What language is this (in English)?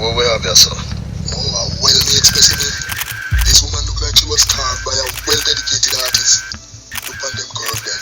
Jamaican Creole English